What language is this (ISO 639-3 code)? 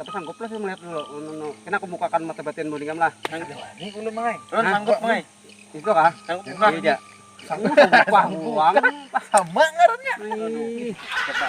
bjn